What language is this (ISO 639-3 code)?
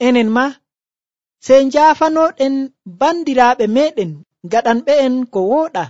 fuv